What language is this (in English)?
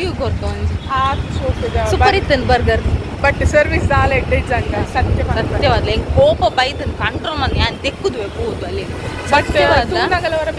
Tulu